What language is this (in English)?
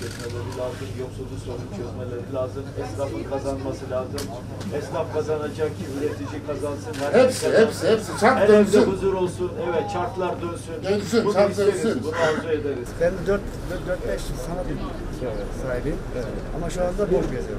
Turkish